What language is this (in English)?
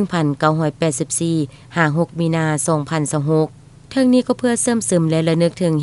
Lao